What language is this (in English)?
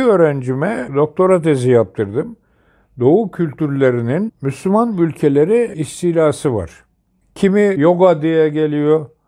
Turkish